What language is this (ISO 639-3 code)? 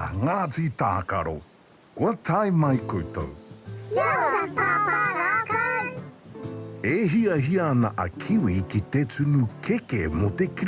mri